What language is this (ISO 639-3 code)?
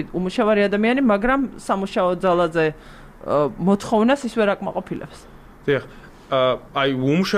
kat